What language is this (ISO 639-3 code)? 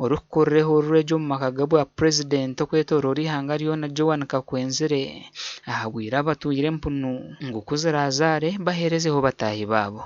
nyn